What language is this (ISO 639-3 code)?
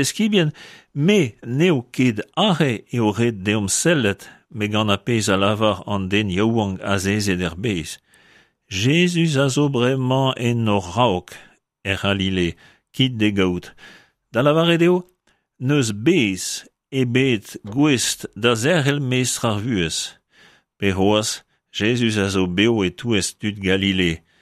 bre